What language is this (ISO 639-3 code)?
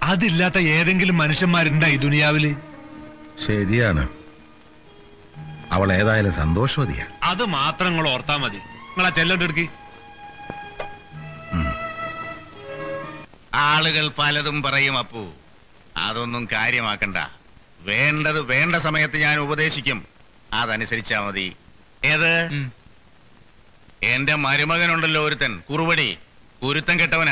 mal